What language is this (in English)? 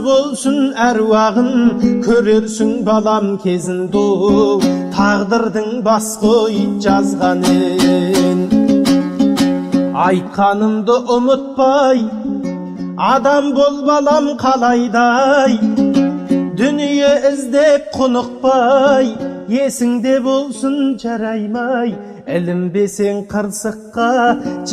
Kazakh